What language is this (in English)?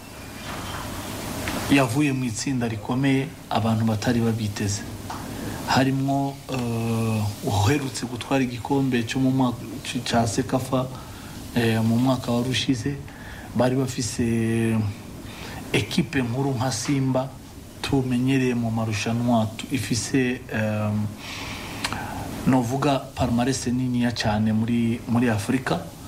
Kinyarwanda